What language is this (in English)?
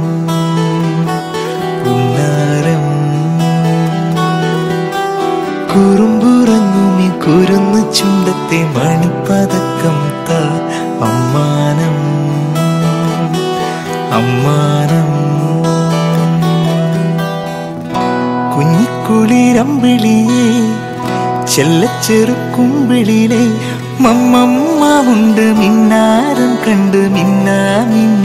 Malayalam